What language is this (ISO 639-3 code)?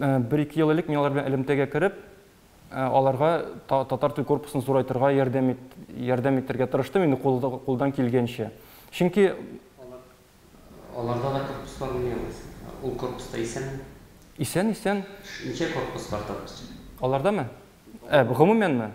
tat